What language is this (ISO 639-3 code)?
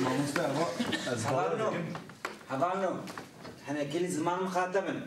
kur